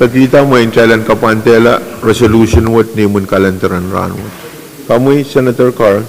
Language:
Pohnpeian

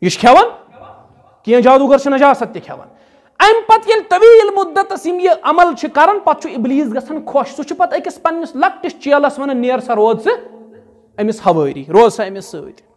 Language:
Kashmiri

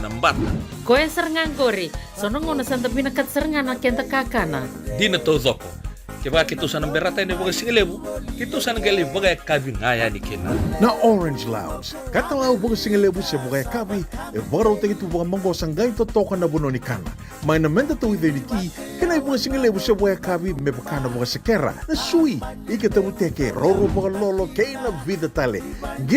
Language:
Fijian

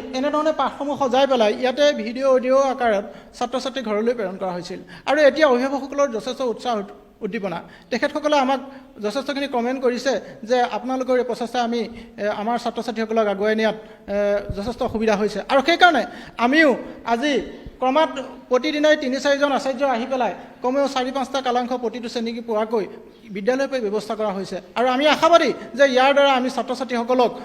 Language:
Assamese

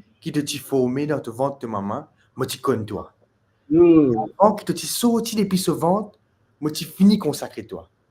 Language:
Morisyen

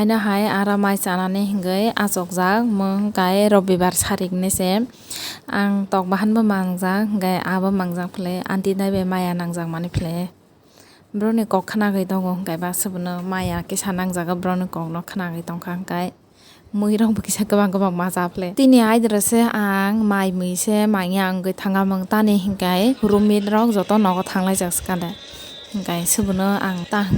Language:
Kok Borok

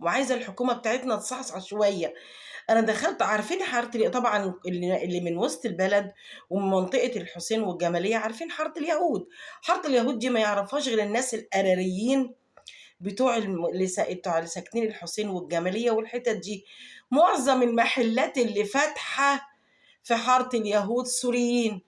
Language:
Egyptian Arabic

